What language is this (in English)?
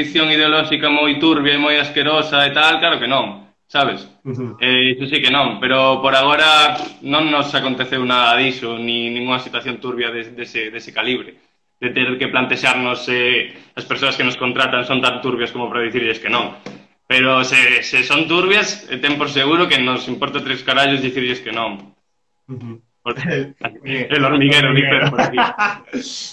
Galician